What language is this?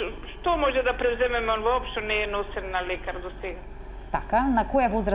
Macedonian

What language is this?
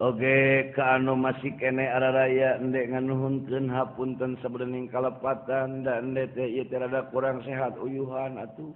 Sundanese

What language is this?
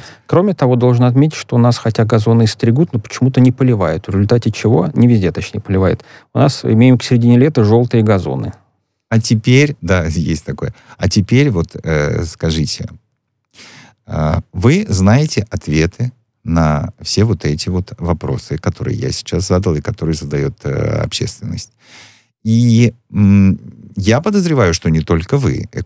Russian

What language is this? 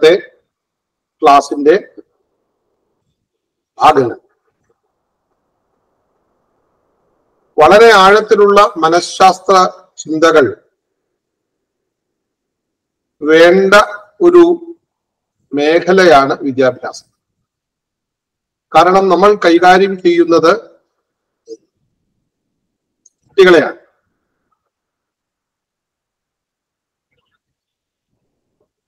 Malayalam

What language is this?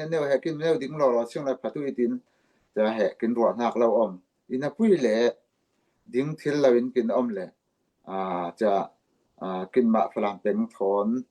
Falam Chin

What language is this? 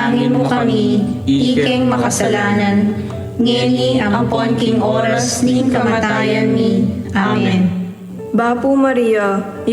Pampanga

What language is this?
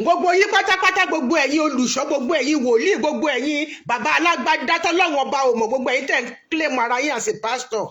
Yoruba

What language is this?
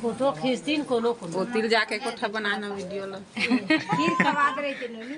Chhattisgarhi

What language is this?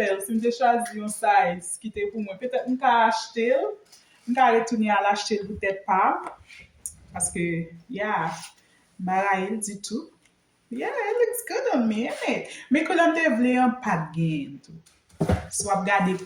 Haitian Creole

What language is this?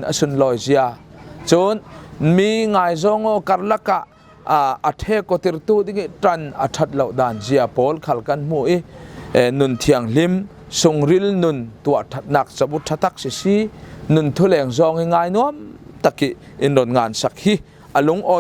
Falam Chin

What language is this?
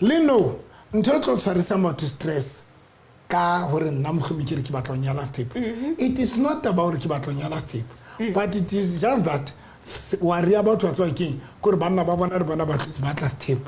Southern Sotho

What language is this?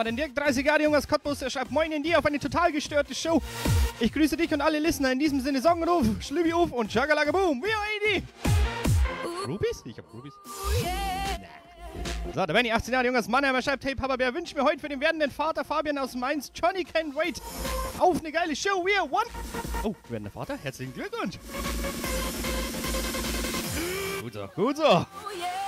German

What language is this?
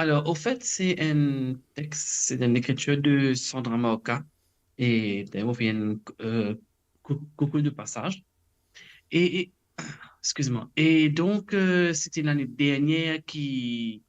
Morisyen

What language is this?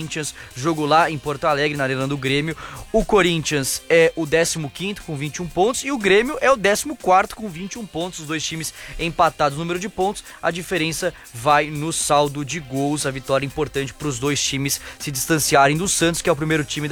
Portuguese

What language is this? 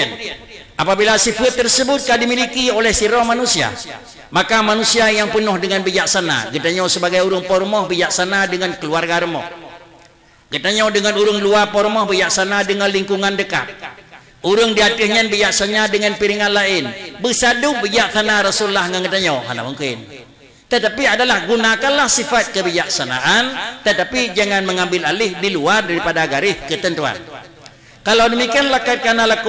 Achinese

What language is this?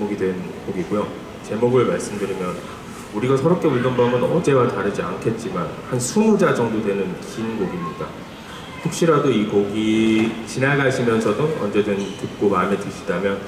Korean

